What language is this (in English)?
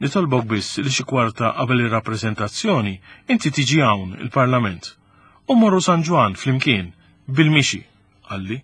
Maltese